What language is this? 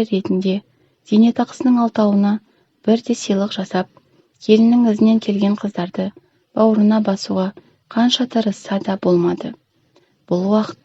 Kazakh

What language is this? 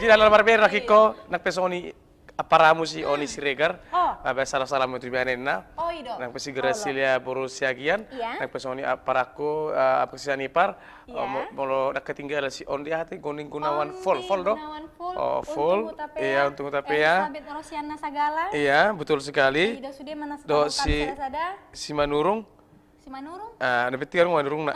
Batak Toba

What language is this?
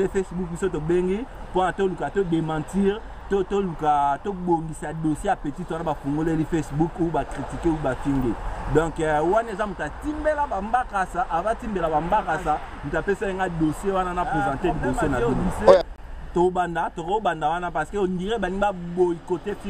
Lingala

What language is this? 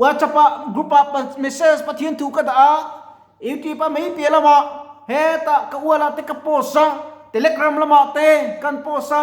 Mizo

